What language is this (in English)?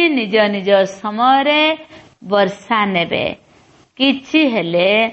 Odia